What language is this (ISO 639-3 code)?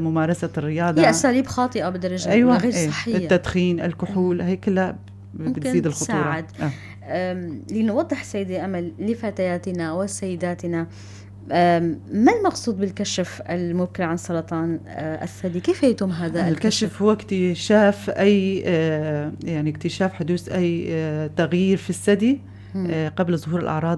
apc